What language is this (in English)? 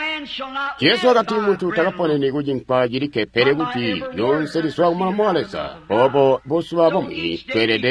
Tonga (Zambia)